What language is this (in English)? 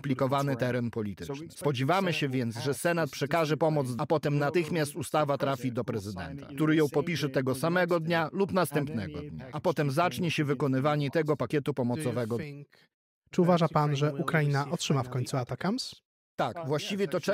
Polish